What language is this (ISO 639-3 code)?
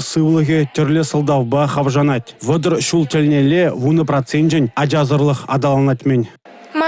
chv